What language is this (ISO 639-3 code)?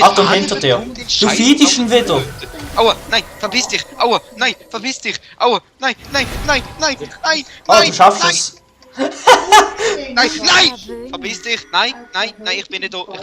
gsw